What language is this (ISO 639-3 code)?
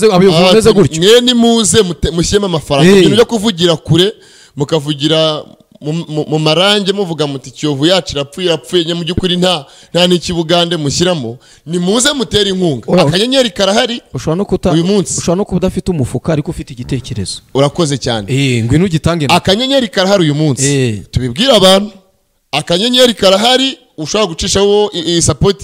kin